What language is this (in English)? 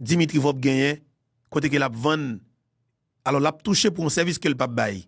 Haitian Creole